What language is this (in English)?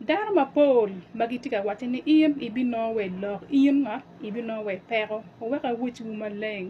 Acoli